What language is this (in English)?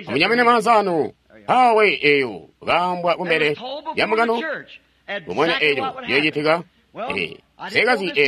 Tonga (Zambia)